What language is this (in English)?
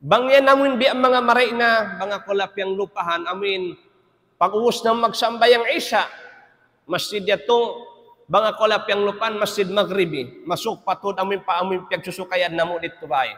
Tausug